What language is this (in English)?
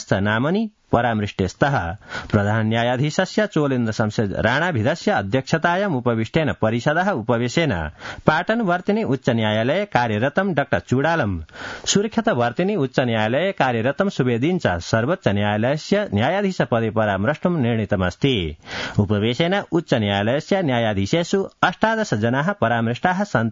Sanskrit